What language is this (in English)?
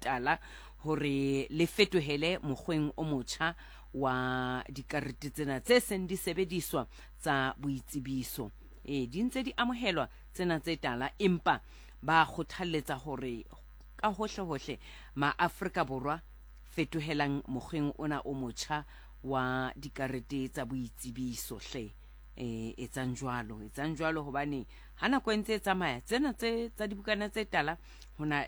Southern Sotho